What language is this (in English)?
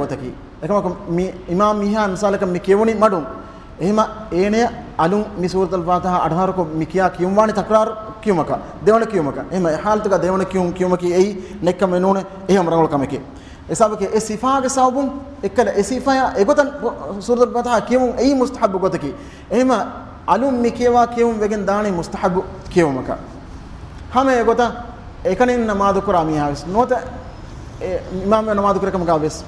Divehi